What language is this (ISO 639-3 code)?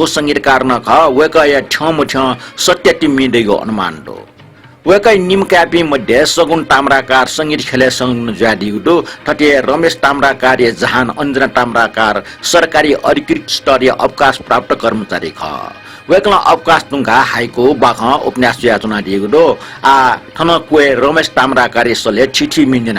new